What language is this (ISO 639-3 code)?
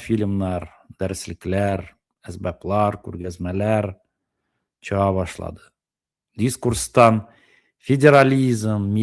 tat